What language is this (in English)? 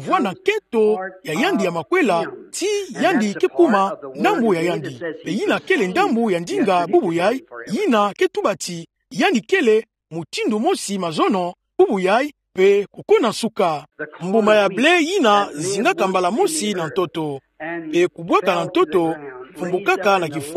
Kituba (Democratic Republic of Congo)